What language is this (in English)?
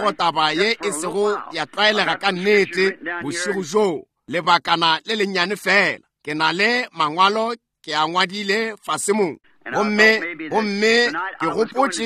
Northern Sotho